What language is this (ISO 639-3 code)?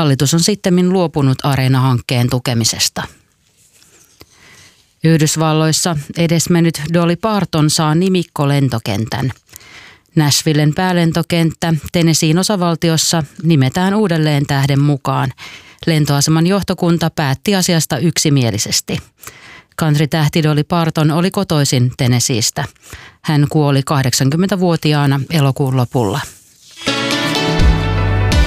fin